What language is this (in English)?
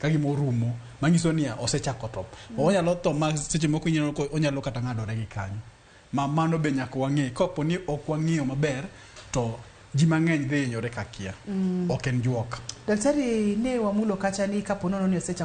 Luo (Kenya and Tanzania)